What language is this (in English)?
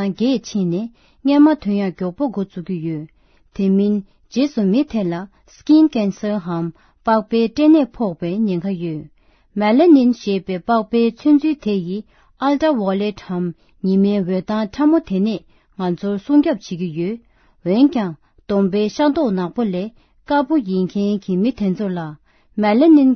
Tibetan